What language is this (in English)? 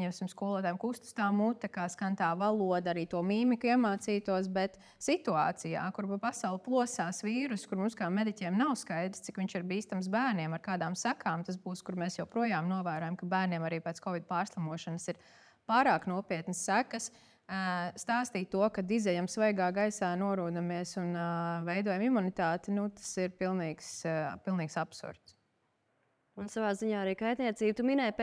Latvian